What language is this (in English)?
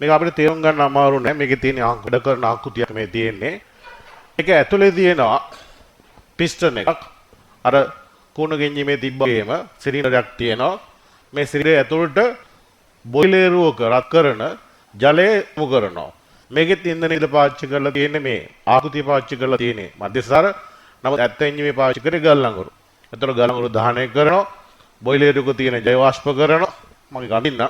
Sinhala